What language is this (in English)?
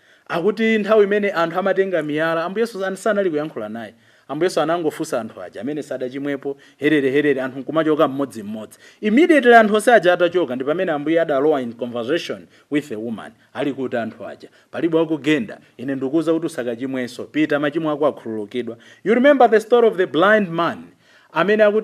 Nyanja